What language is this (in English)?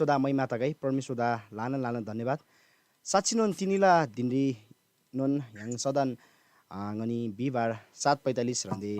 Eastern Tamang